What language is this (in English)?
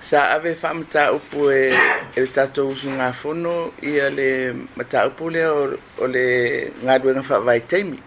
Samoan